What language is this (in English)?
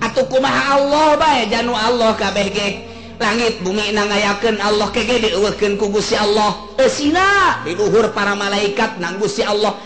Sundanese